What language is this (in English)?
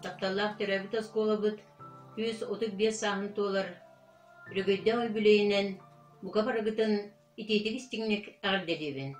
Yakut